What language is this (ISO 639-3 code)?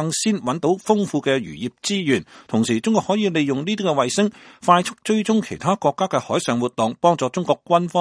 yue